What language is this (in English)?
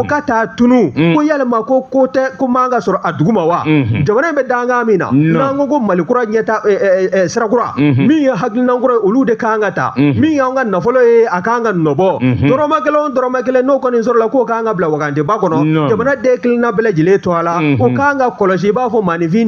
Bambara